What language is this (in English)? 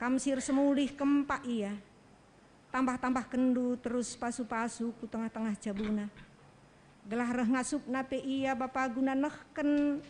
Batak Karo